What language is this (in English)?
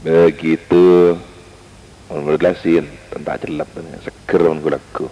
Madurese